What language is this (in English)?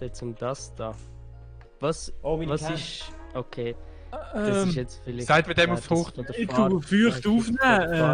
Swiss German